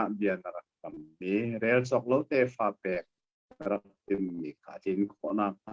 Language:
Hakha Chin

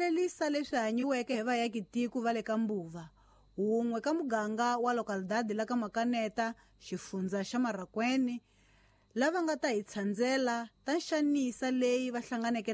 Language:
Tsonga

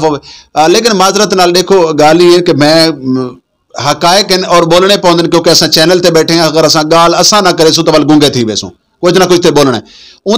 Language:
Saraiki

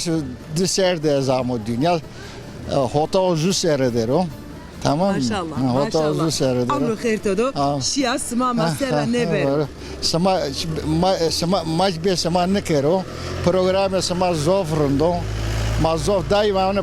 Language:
Zaza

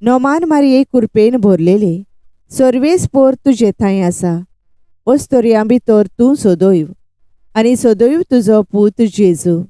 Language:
Konkani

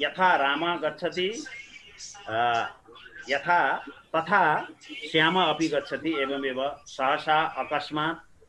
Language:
Sanskrit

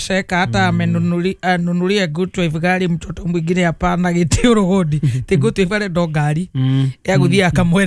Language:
Kikuyu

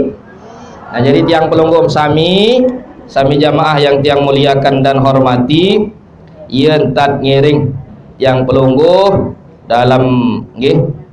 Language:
Sasak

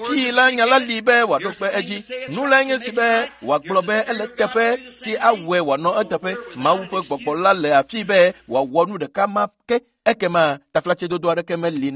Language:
Ewe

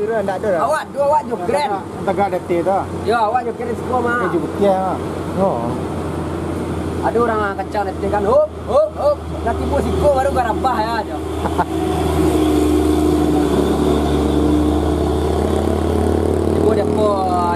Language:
Malay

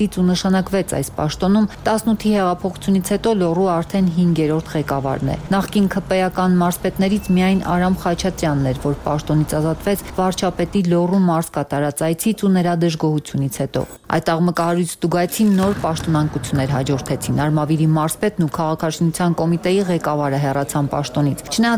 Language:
Armenian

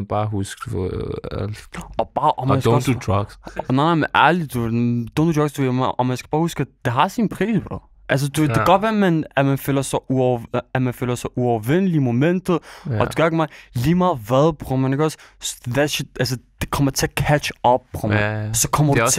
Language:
Danish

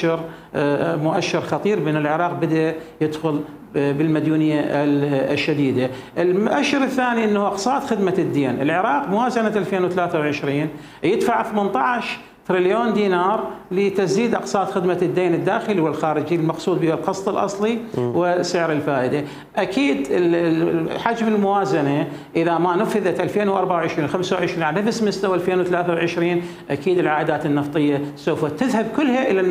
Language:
Mesopotamian Arabic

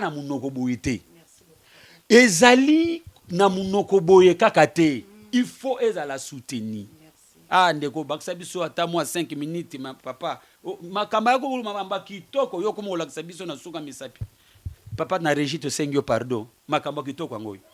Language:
Lingala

